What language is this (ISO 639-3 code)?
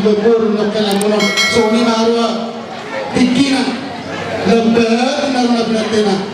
bbc